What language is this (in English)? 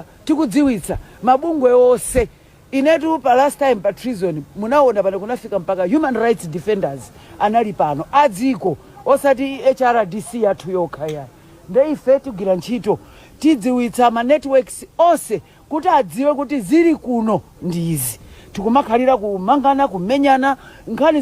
Nyanja